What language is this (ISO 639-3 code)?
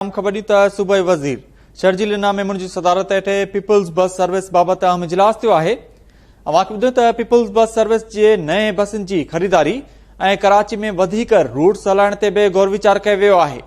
snd